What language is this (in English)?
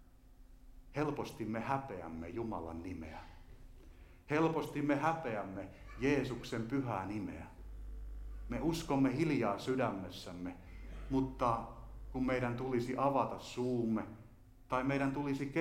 Finnish